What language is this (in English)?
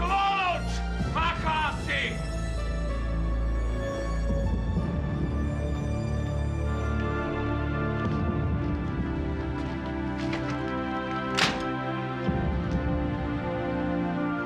Slovak